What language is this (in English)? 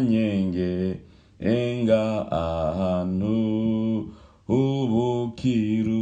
Rundi